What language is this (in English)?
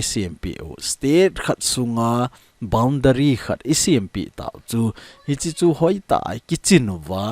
Thado Chin